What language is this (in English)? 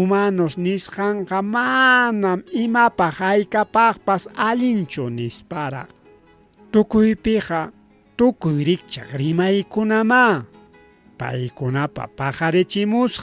Ayacucho Quechua